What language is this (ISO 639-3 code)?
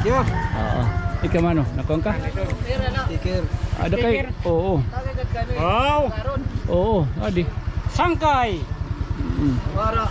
war